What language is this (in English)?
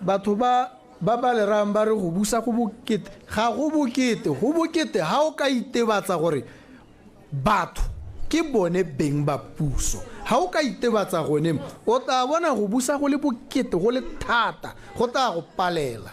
Tswana